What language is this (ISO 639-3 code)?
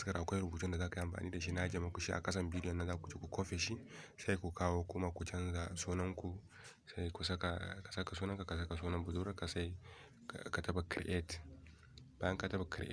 hau